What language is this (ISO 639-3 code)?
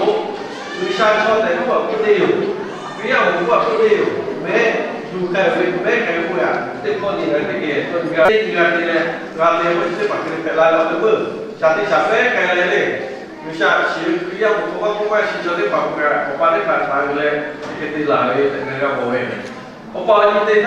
lhu